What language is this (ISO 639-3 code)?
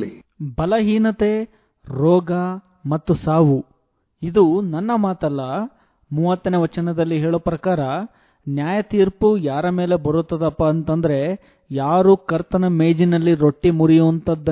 kan